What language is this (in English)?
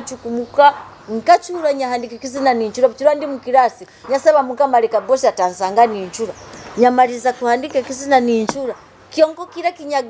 Nyoro